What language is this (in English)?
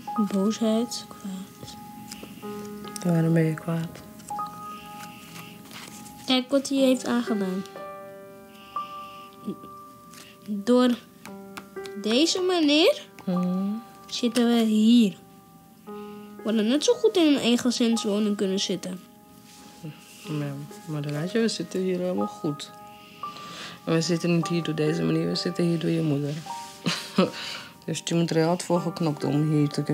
Dutch